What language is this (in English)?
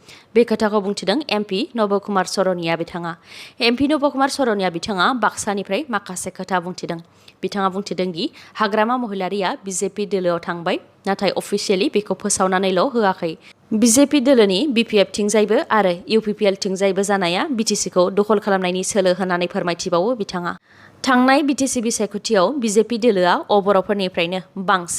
Bodo